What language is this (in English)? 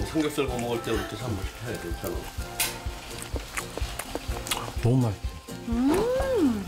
Korean